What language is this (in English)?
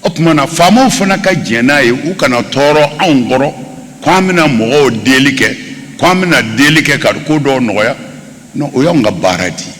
Bambara